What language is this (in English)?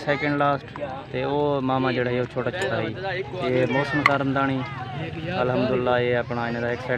Saraiki